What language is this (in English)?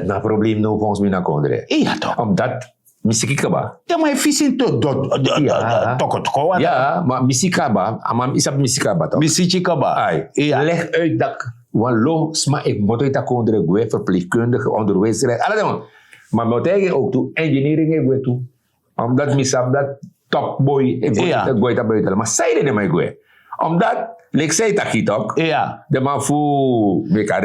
Sranan Tongo